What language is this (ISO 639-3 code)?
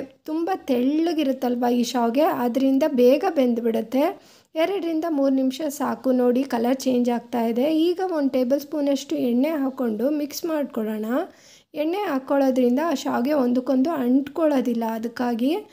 kan